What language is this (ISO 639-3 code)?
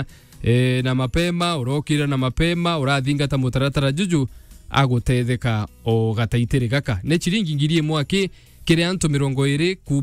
mer